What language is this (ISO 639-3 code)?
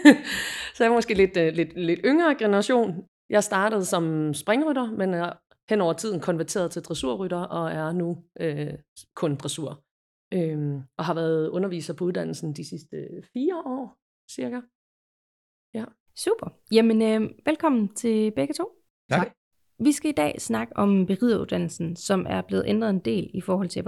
dan